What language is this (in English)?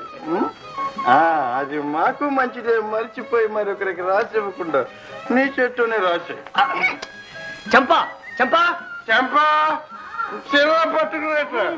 Telugu